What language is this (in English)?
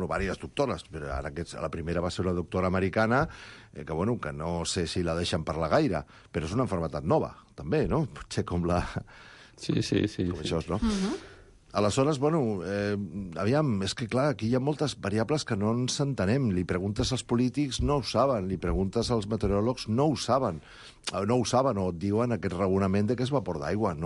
Catalan